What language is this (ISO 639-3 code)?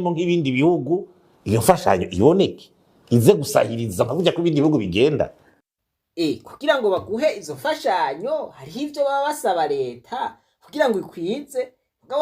run